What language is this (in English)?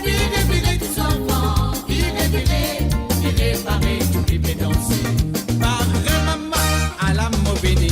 Morisyen